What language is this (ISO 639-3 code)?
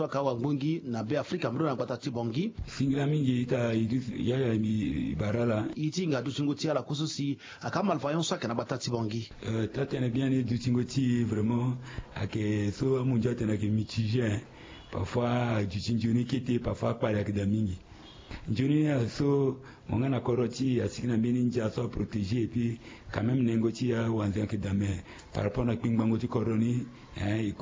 sag